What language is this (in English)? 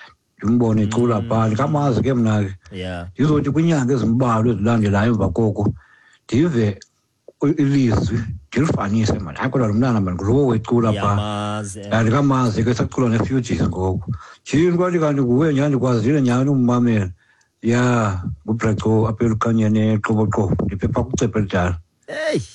Xhosa